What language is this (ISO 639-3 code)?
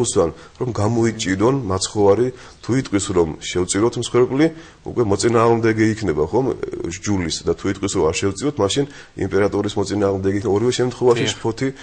kat